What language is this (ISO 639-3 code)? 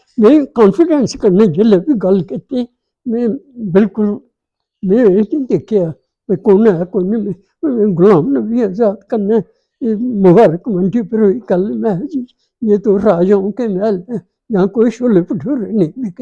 doi